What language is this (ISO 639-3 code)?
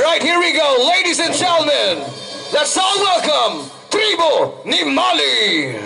hil